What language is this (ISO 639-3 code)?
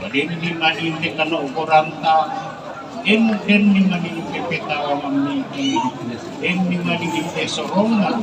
sda